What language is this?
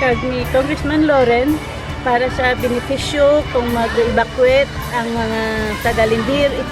Kinaray-a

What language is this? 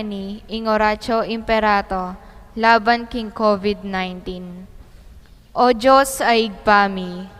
Pampanga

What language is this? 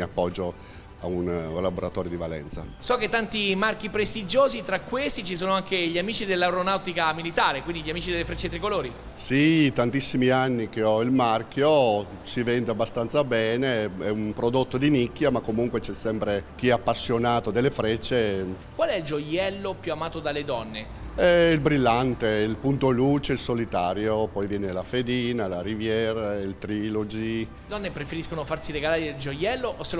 Italian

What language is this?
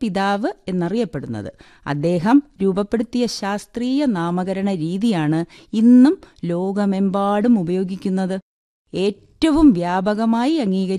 Malayalam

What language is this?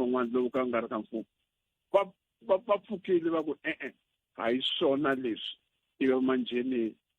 Tsonga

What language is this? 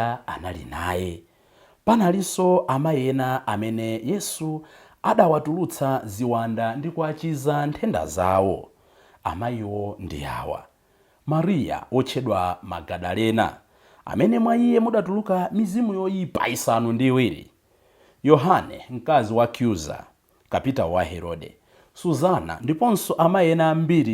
Nyanja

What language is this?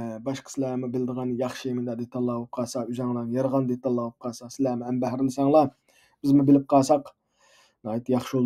Uyghur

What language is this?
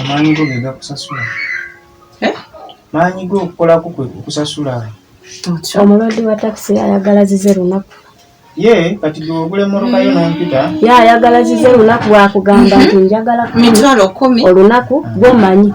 Ganda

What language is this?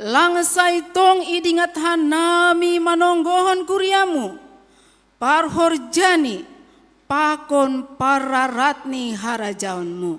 Batak Simalungun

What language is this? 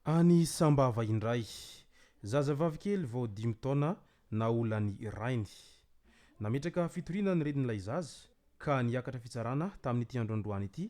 Malagasy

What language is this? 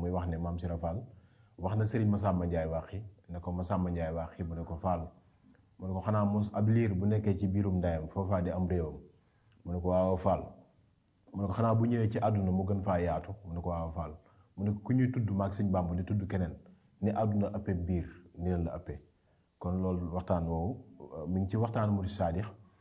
Wolof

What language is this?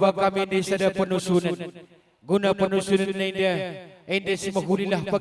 Batak Karo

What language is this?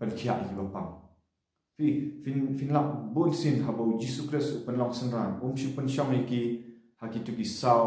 Khasi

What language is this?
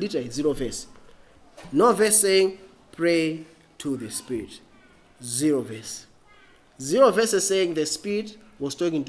English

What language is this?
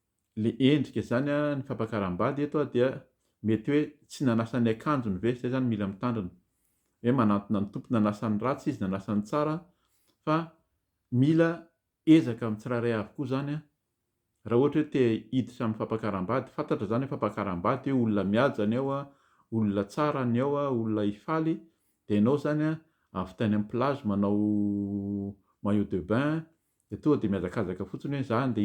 Malagasy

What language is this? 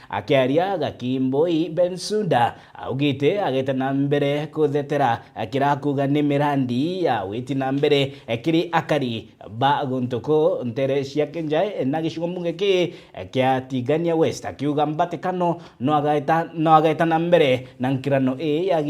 Meru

